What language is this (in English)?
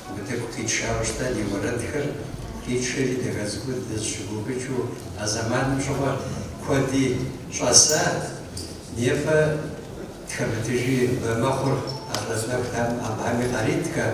Kabardian